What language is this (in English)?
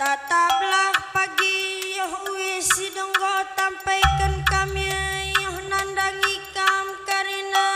Batak Karo